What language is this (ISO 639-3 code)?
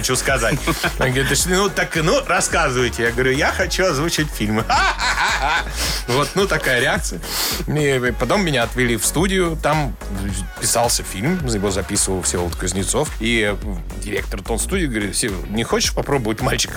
rus